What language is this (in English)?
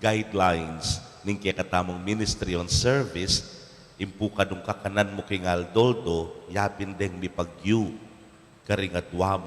Pampanga